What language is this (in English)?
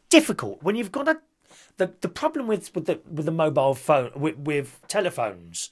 English